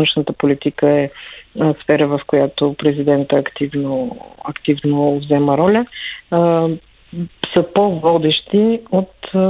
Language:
Bulgarian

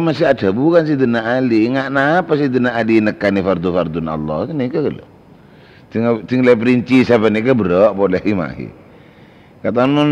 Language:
Madurese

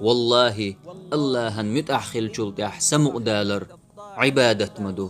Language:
Chechen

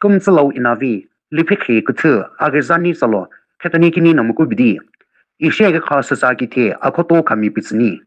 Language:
Sumi Naga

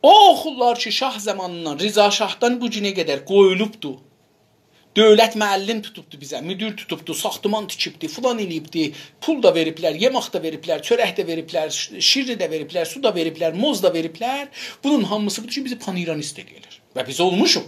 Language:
South Azerbaijani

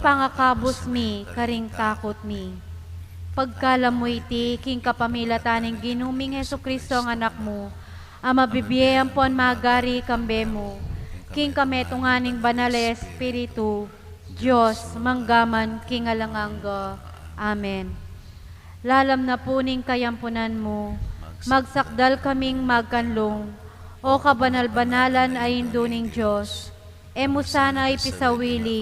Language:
Pampanga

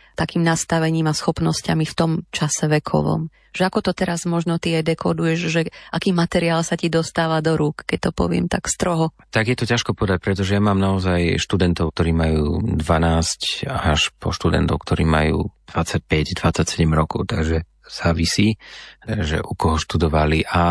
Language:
Slovak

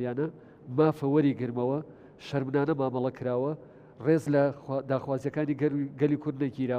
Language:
Central Kurdish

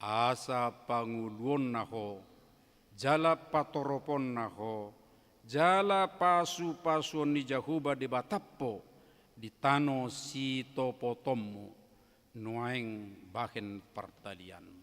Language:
Batak Toba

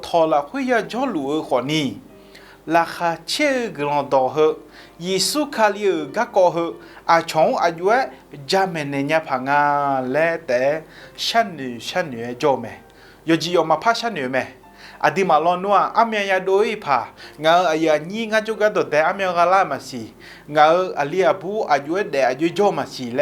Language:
Akha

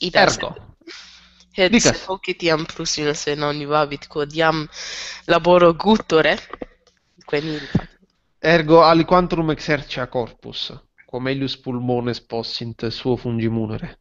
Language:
Latin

